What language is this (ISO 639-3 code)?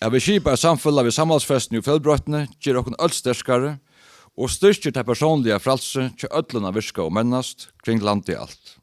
fao